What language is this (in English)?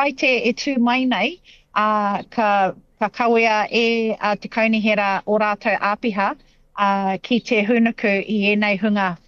Māori